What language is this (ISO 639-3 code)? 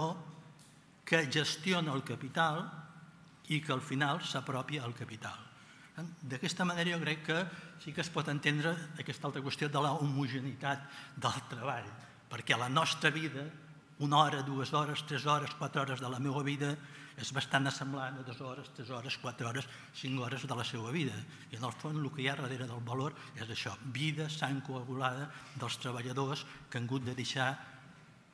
cat